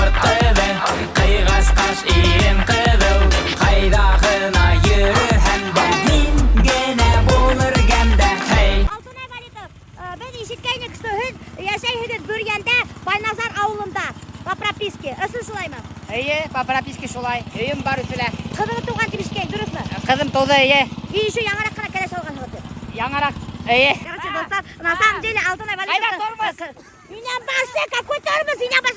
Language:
Bashkir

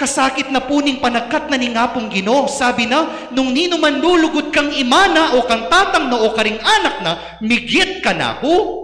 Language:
Pampanga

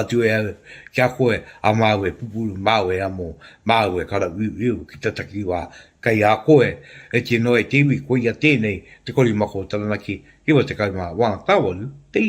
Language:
Māori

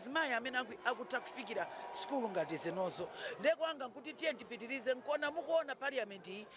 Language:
Nyanja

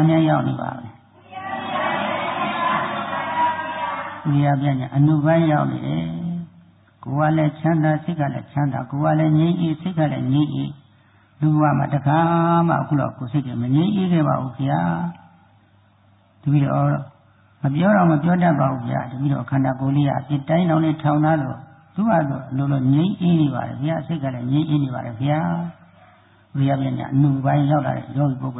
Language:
Burmese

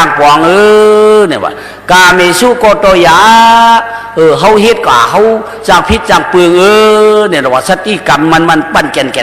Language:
Shan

